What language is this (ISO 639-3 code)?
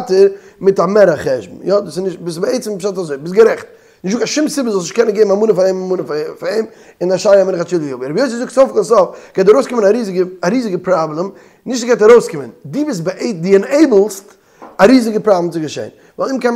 yid